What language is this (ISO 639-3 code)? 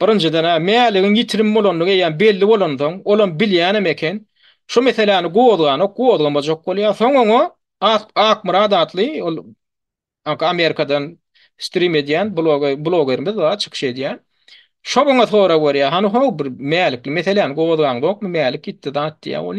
tuk